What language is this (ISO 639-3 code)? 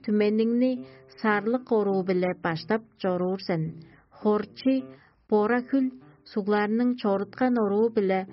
tyv